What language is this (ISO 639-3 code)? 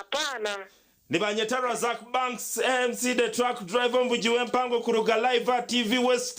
nyn